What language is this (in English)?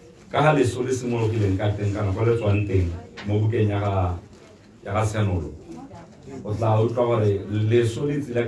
Tswana